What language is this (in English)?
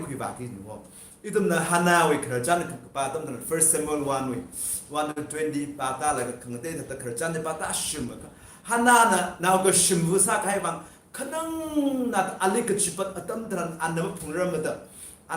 Tangkhul Naga (India)